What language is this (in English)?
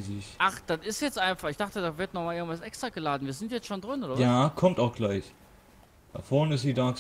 German